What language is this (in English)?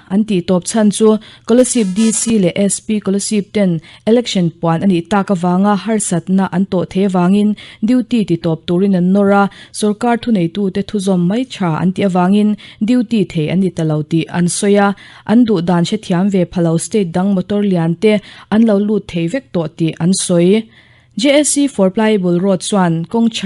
Mizo